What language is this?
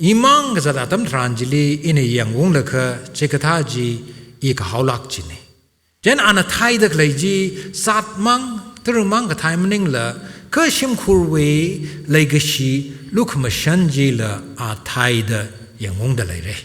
Tangkhul Naga (India)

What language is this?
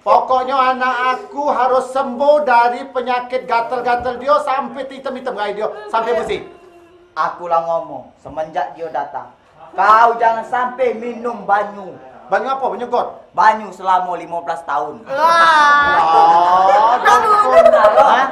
Musi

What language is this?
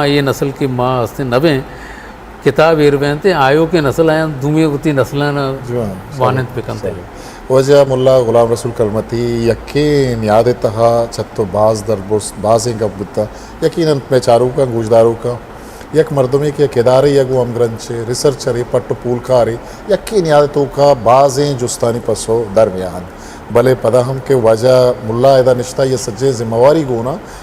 Eastern Balochi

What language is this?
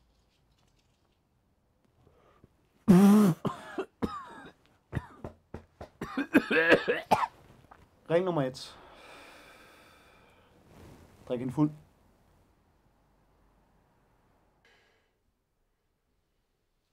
Danish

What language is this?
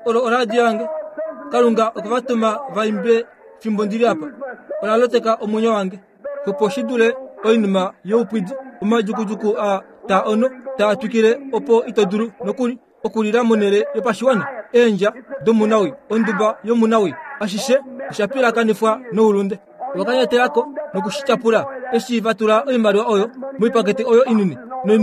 Kuanyama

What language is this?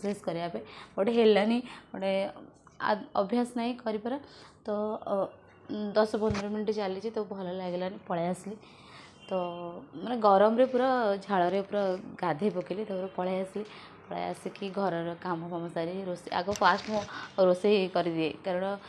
Odia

